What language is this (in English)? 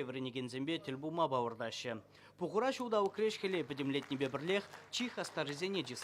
Chuvash